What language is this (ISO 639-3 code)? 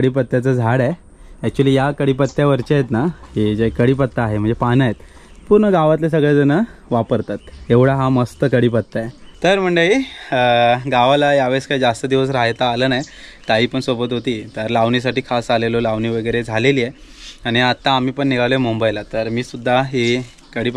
mar